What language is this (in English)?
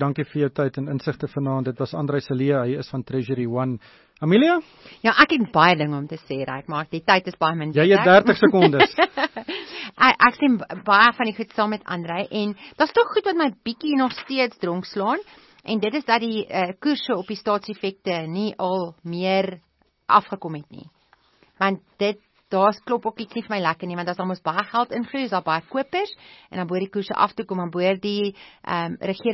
Afrikaans